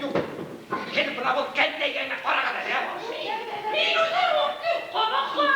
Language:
Bashkir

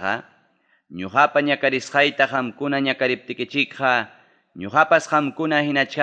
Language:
Ayacucho Quechua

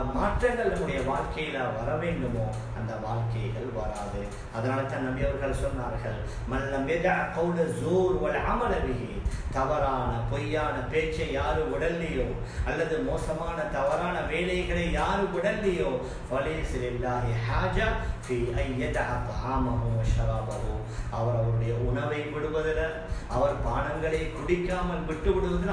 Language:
Tamil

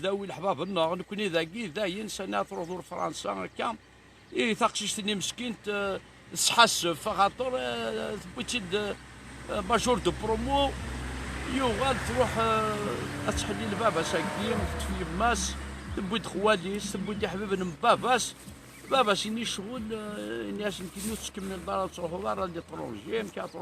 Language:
Kabyle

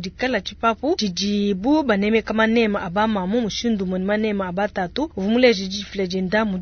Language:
Luba-Lulua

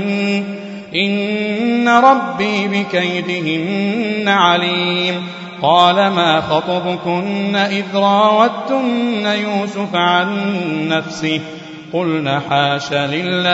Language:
Arabic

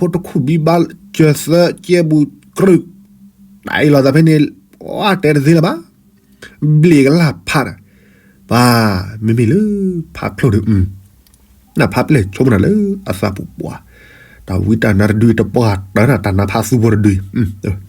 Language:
S'gaw Karen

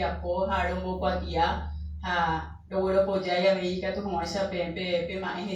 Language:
Guarani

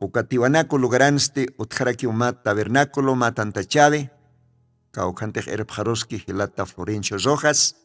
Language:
Aymara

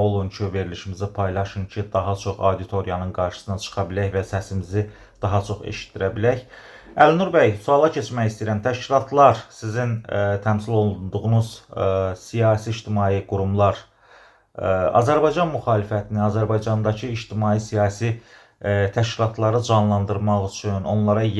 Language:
Azerbaijani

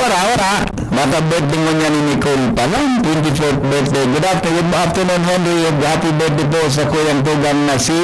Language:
Bikol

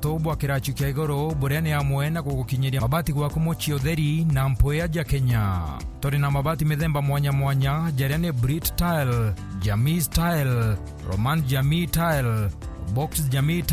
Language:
Meru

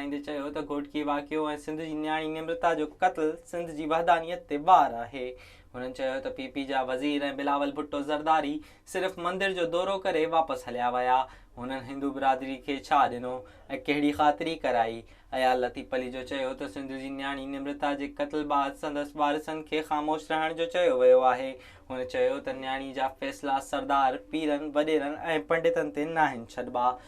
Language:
Sindhi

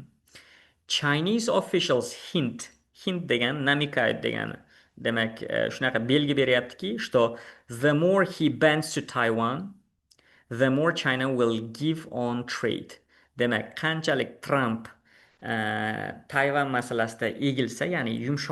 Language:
Uzbek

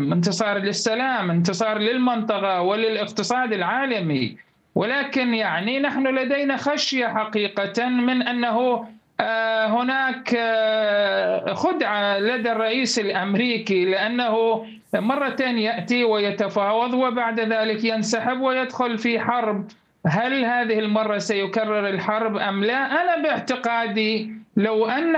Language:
Arabic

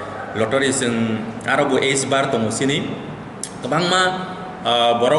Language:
Kok Borok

